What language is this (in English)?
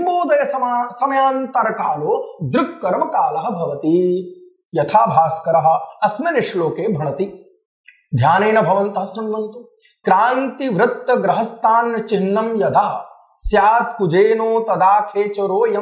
Sanskrit